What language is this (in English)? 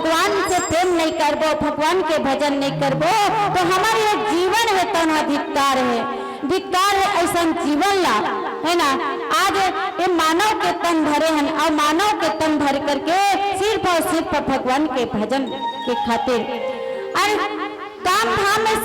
Chhattisgarhi